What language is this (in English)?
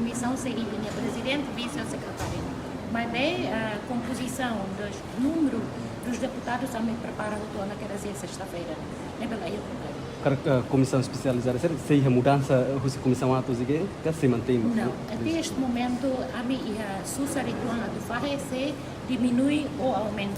Tetum